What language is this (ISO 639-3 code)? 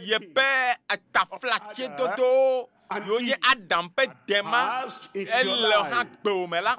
ewe